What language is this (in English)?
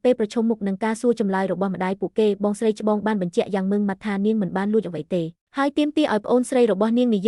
Khmer